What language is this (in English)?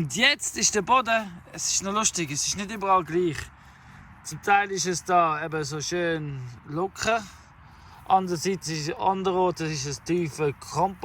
Swiss German